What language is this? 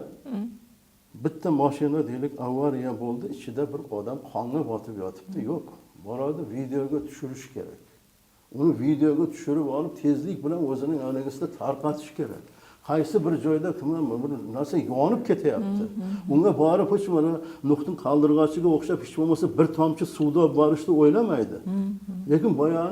Uzbek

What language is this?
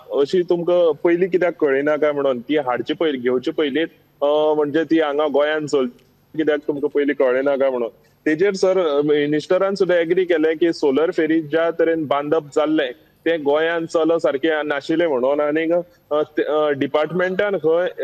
Konkani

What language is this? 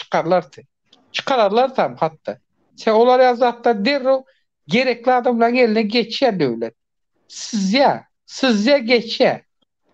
Turkmen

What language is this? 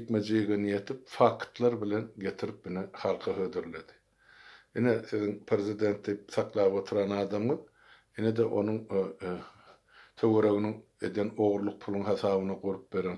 Turkmen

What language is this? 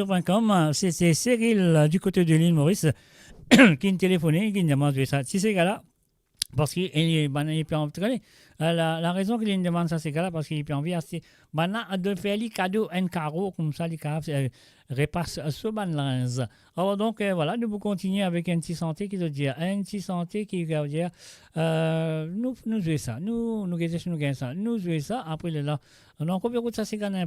Morisyen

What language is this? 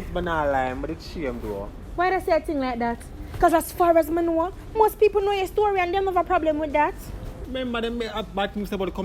Jamaican Creole English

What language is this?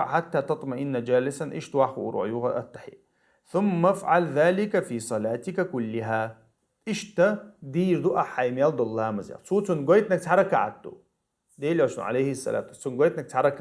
Chechen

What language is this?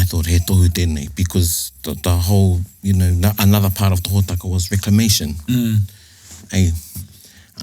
Māori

